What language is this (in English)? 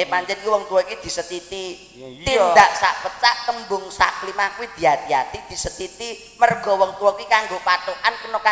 Javanese